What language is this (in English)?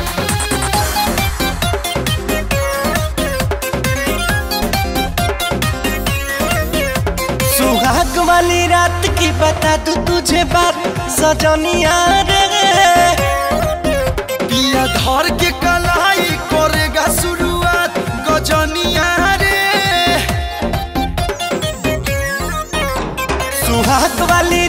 Bhojpuri